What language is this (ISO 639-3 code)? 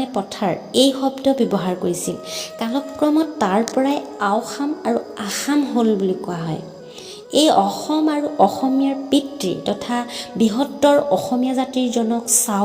asm